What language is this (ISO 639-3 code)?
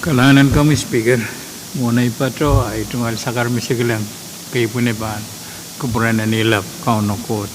pon